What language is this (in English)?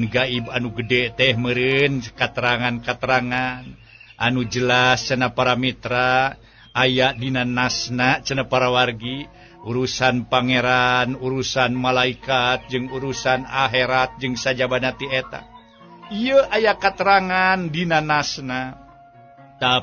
Sundanese